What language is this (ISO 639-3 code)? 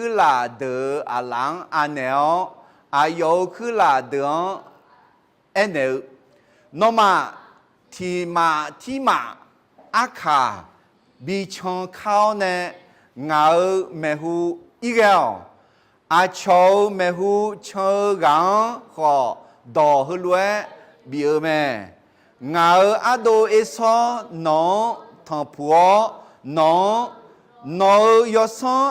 ahk